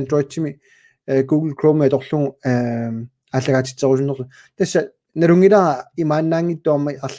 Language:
Kalaallisut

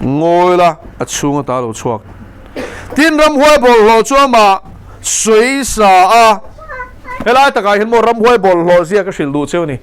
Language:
Mizo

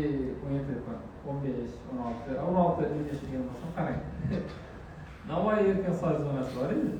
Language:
Uzbek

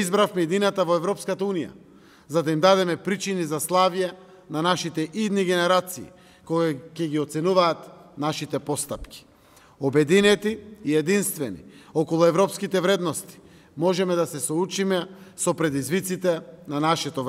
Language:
Macedonian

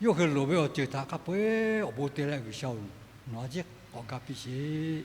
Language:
Lahu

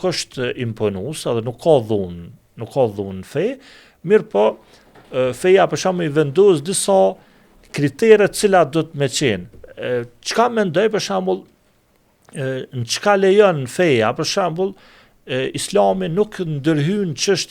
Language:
Albanian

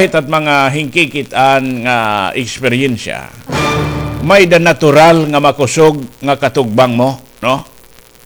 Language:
Waray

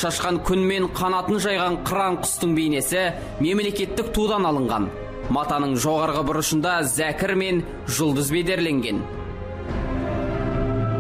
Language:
Kazakh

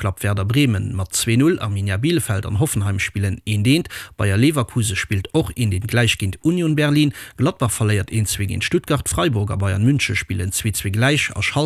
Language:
Luxembourgish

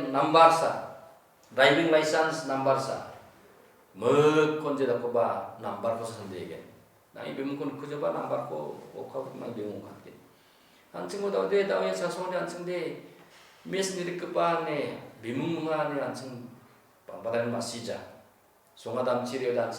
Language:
Garo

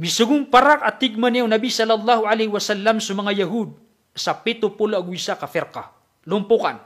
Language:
Maranao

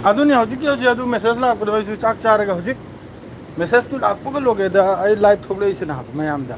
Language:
Manipuri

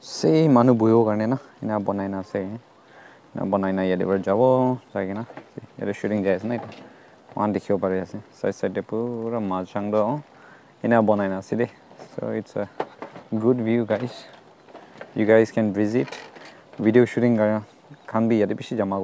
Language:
Naga Pidgin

